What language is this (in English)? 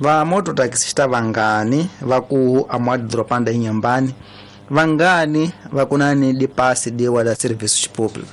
Tsonga